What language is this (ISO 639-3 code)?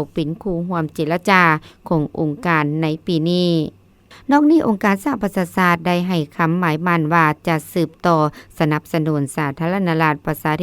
lao